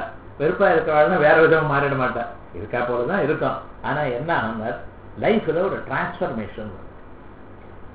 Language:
Tamil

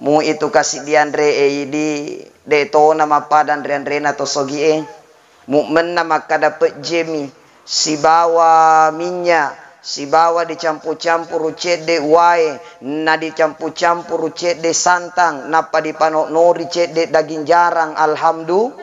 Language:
Buginese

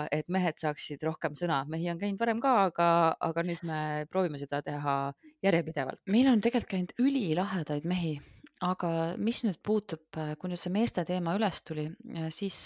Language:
Estonian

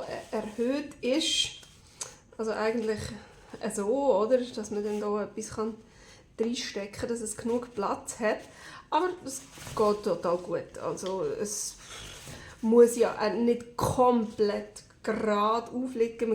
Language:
Swiss German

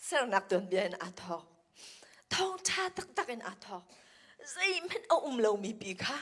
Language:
Hakha Chin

